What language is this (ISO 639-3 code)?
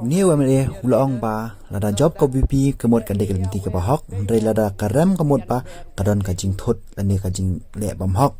kha